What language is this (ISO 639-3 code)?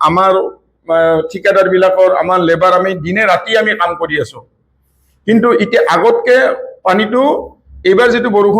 asm